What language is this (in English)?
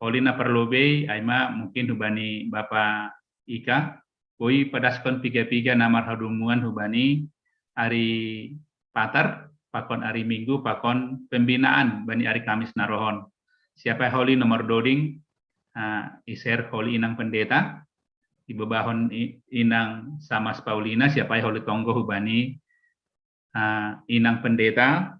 Batak Simalungun